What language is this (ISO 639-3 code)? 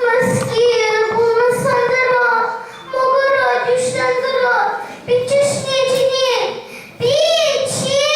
chv